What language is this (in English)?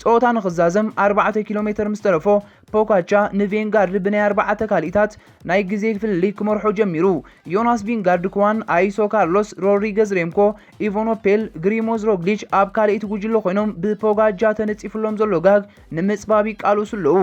Tigrinya